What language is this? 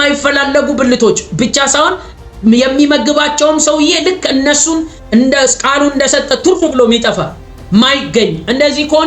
Amharic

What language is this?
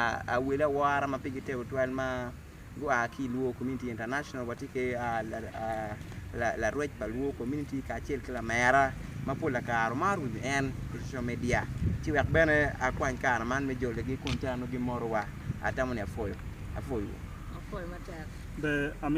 Acoli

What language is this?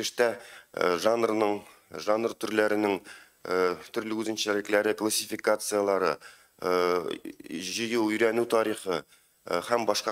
Tatar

